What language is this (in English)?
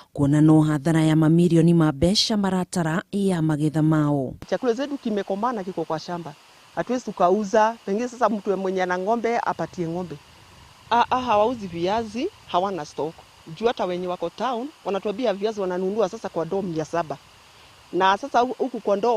Kikuyu